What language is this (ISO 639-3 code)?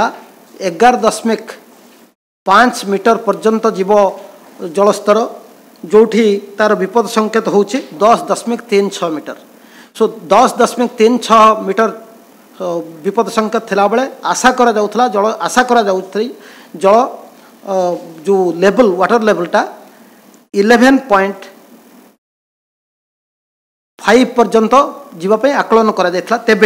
ori